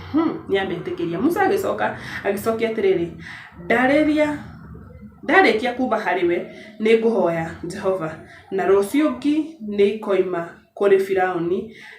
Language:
Kikuyu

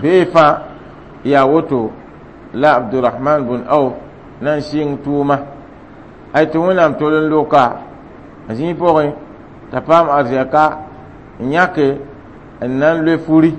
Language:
Mossi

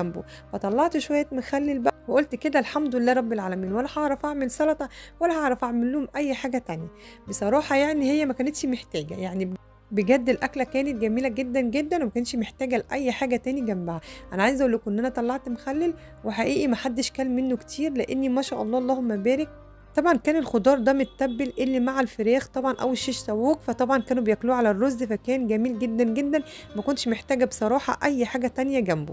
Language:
Egyptian Arabic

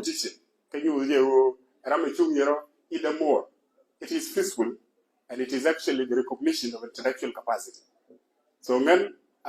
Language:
Nuer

